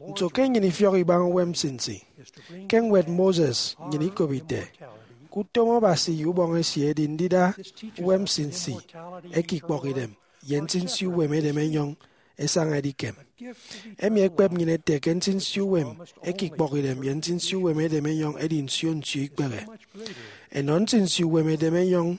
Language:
Efik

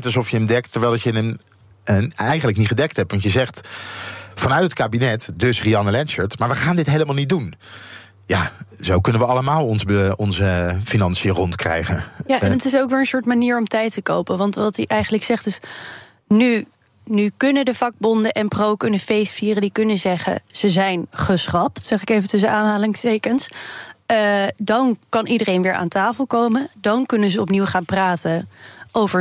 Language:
Dutch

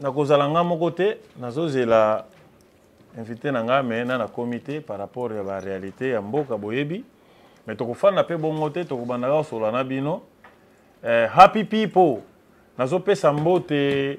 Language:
Lingala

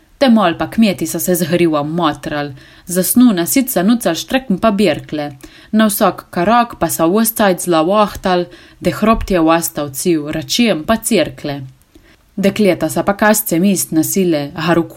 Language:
Slovenian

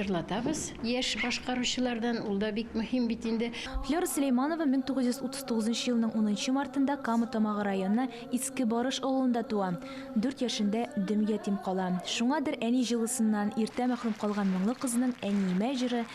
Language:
Tatar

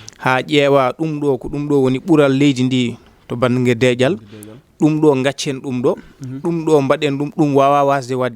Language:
Fula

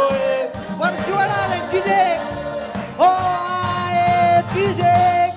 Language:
Marshallese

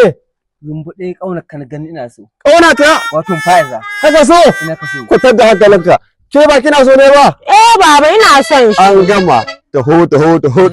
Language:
Hausa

